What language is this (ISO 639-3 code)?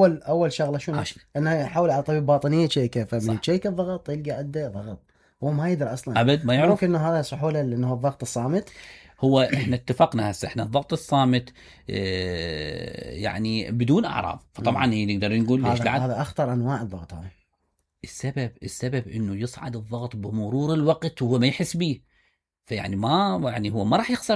acm